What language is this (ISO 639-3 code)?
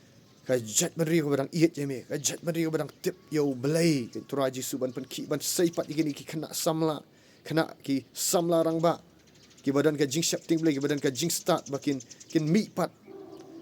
kha